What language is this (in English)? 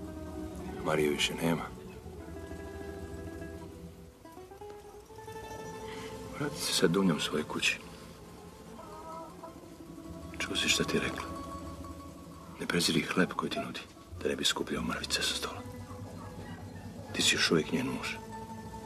Serbian